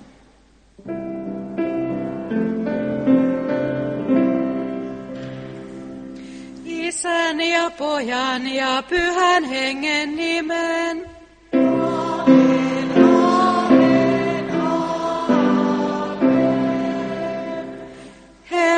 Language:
Finnish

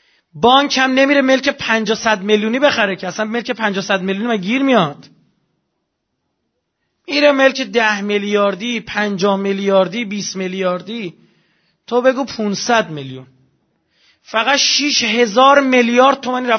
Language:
Persian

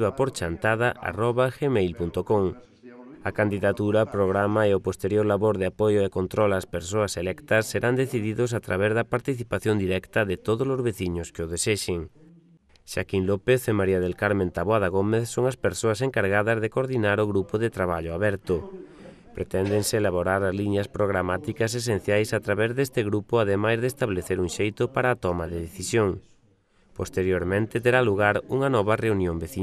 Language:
Galician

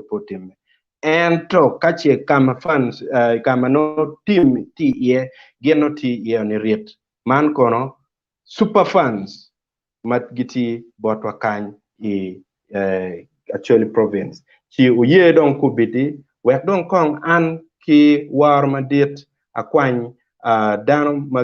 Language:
Acoli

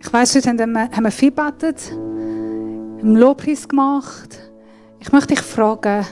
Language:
Swiss German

